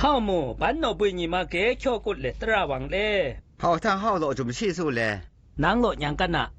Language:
Zaiwa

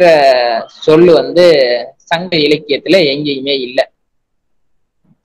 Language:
Tamil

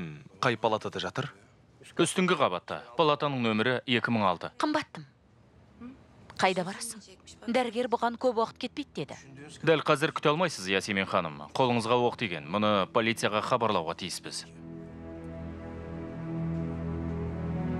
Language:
Kazakh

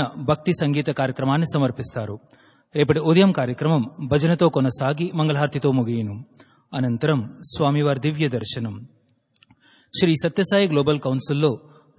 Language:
Telugu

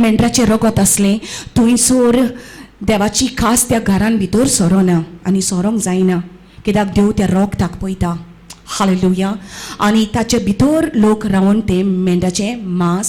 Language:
Konkani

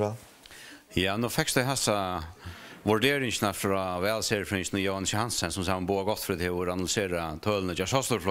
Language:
Faroese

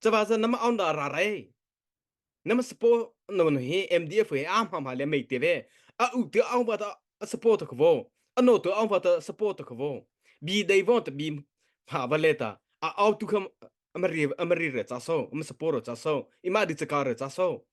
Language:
Mara Chin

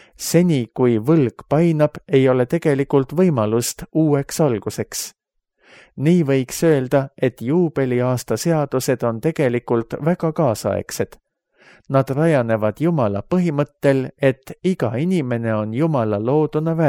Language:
Estonian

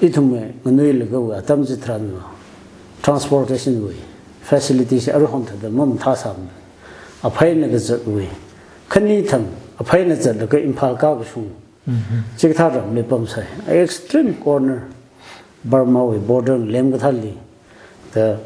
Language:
Tangkhul Naga (India)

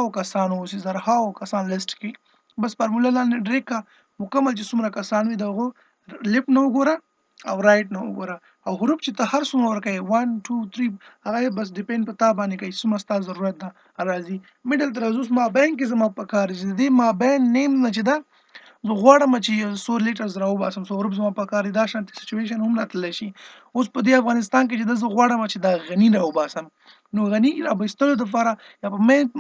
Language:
Pashto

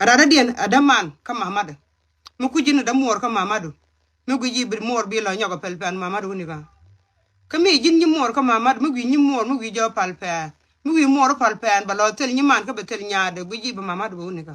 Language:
Nuer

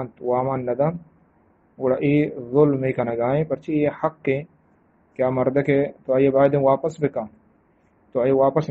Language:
Eastern Balochi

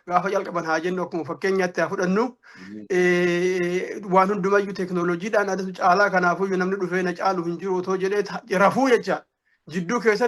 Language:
Oromo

